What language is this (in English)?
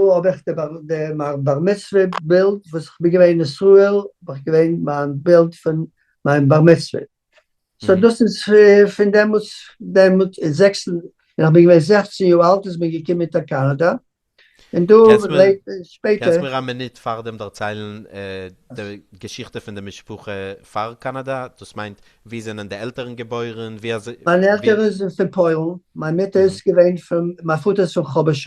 Yiddish